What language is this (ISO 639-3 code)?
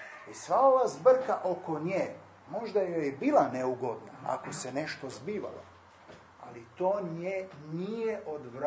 hrv